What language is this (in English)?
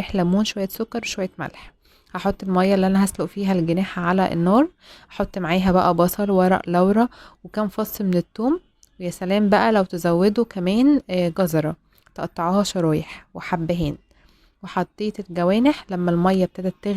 Egyptian Arabic